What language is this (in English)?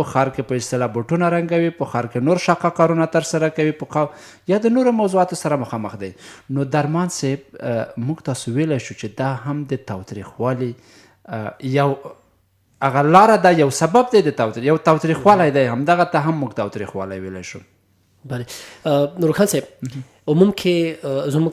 Pashto